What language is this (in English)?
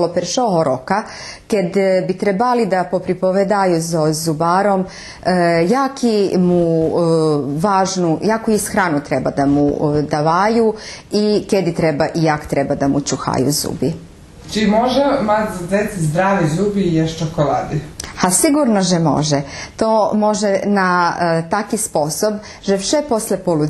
Rusyn